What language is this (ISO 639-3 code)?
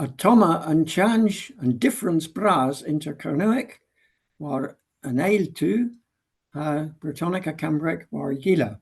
cor